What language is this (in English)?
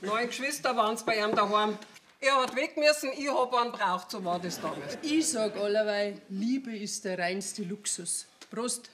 Bavarian